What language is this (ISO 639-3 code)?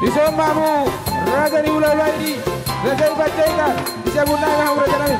bbc